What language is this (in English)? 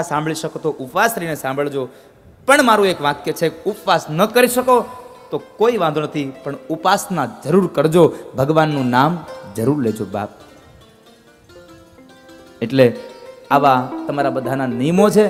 Gujarati